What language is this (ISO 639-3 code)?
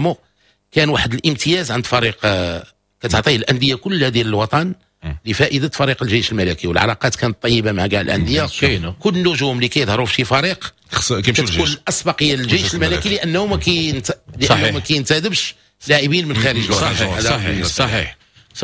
ary